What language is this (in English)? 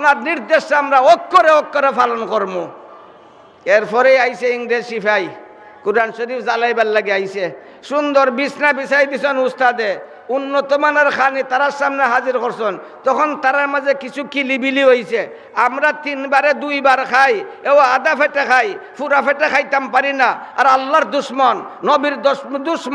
Sylheti